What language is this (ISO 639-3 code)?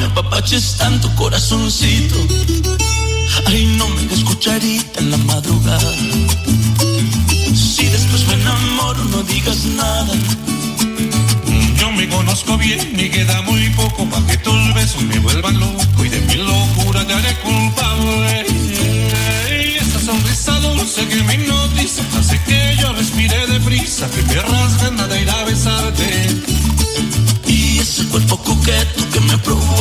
spa